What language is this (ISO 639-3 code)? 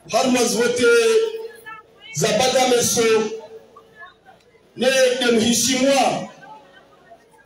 swa